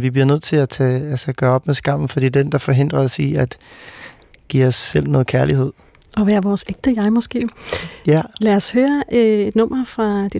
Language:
Danish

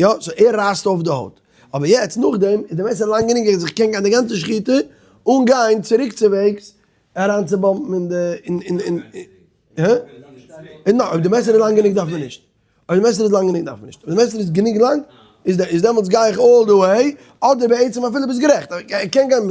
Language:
Yiddish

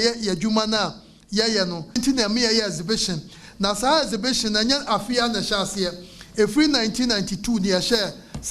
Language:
Akan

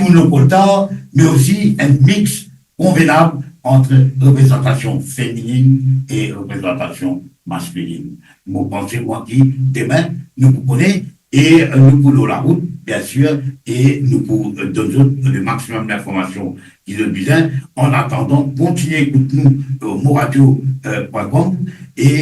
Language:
Morisyen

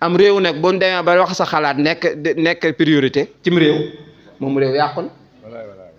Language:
Wolof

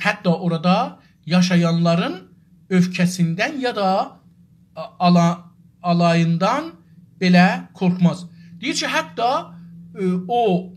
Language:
South Azerbaijani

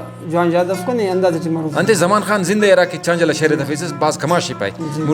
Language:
Brahui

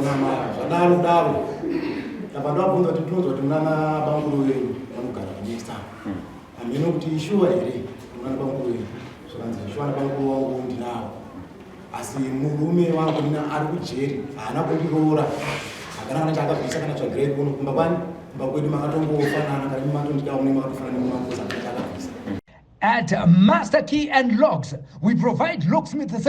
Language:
Shona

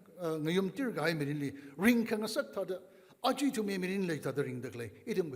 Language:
Tangkhul Naga (India)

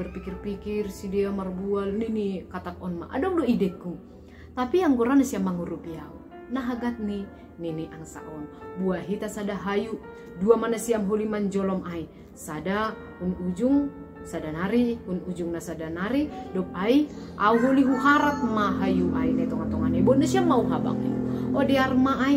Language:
Batak Simalungun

